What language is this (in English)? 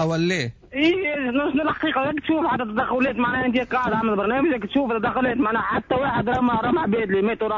Tunisian Arabic